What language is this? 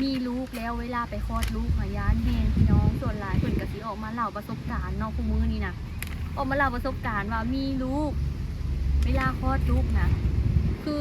Lao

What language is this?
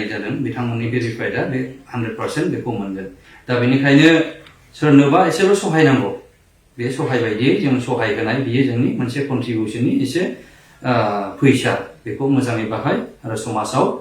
Bodo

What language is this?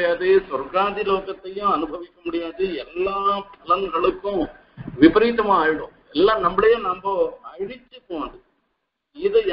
Tamil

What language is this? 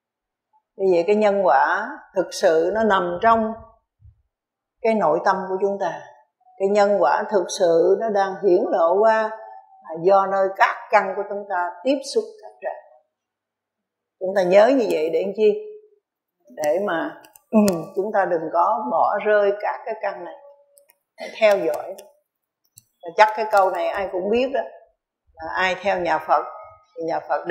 Vietnamese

